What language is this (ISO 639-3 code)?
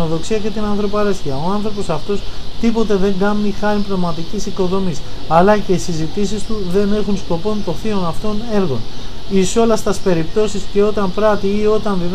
ell